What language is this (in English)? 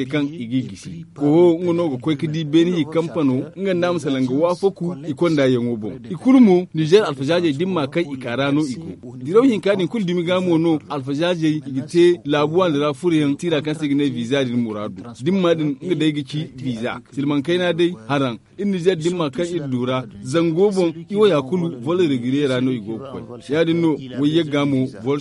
Zarma